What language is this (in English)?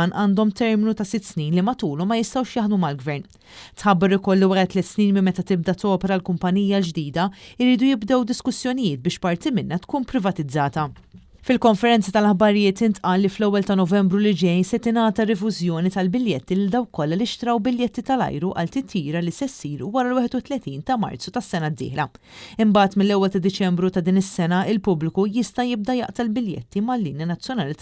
Maltese